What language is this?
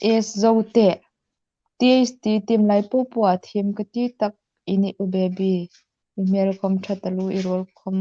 Hmar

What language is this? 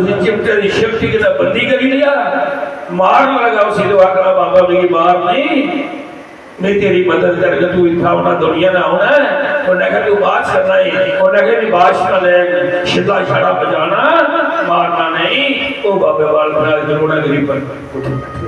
Dogri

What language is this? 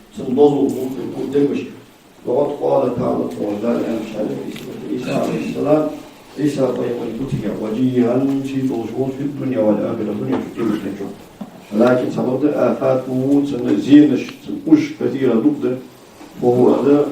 Ingush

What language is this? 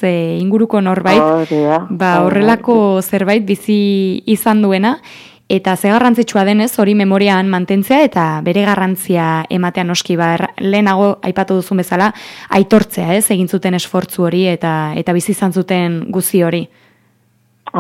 Basque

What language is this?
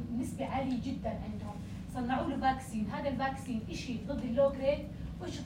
North Levantine Arabic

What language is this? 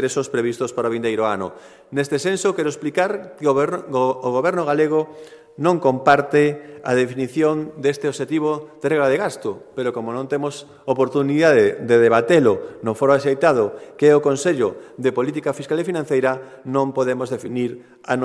Galician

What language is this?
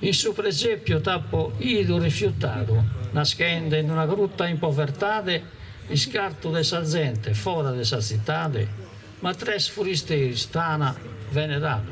Sardinian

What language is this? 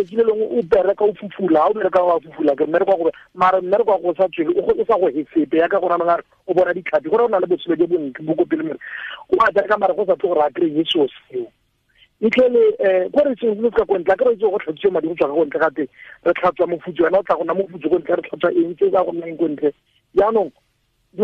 Tswana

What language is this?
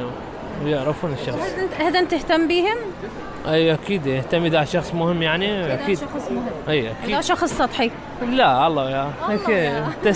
Mesopotamian Arabic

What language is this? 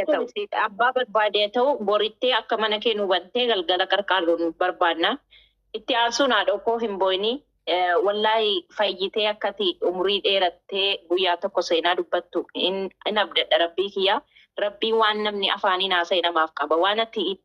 Oromo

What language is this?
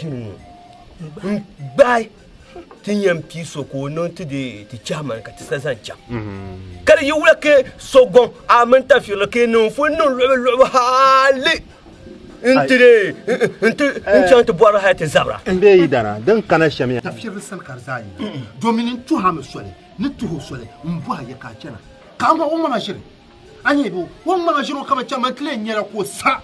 Dagbani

